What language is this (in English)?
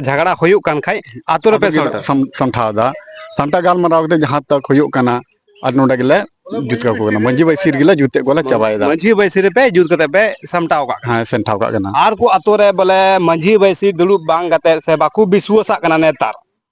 Santali